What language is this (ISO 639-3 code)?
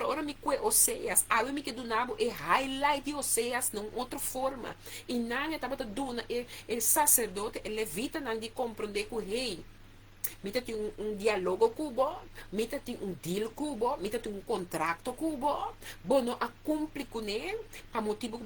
pap